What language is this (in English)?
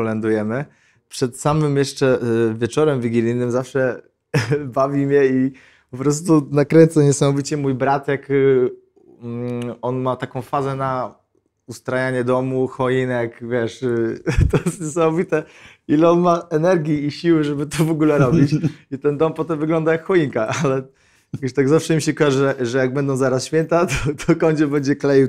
Polish